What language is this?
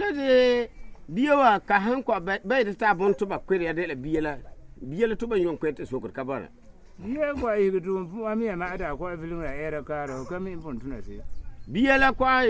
Frafra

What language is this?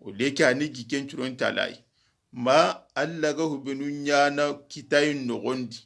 Soninke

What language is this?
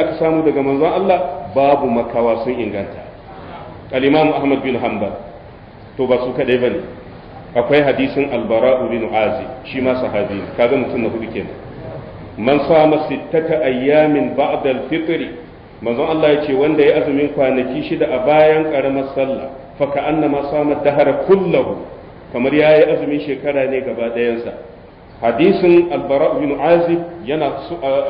Hausa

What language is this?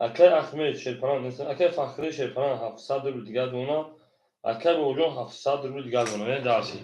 Tajik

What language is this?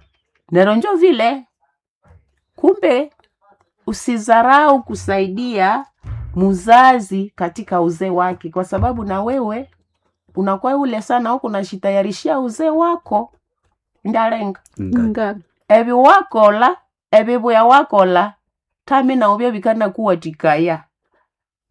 Swahili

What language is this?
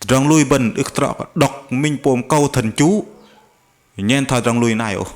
Bahnar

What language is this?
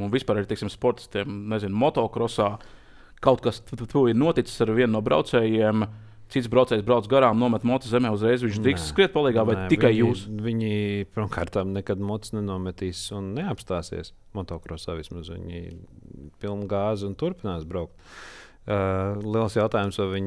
Latvian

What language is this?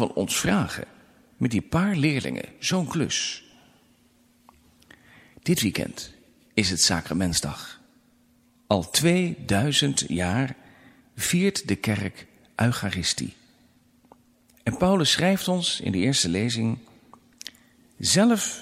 Dutch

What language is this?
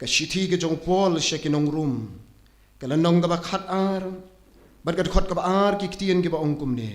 Khasi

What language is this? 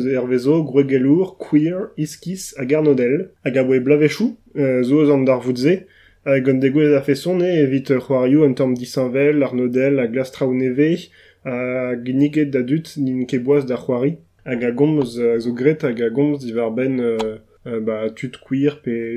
Breton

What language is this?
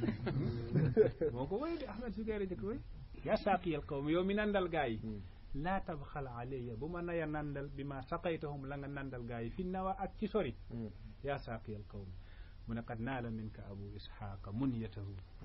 Wolof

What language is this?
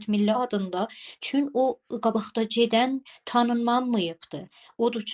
South Azerbaijani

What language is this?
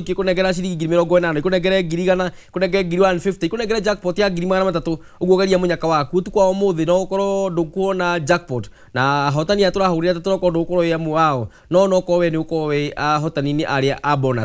Kikuyu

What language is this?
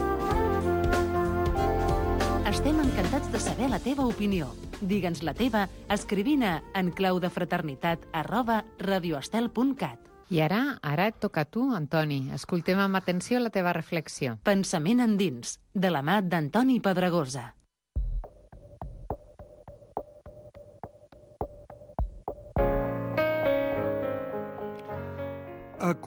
Catalan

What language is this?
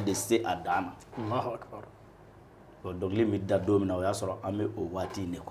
Bambara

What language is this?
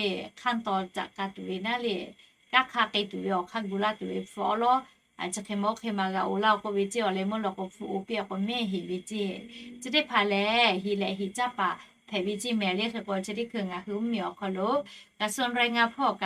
Lahu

